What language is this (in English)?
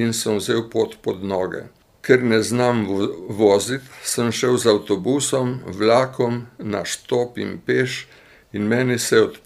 Slovenian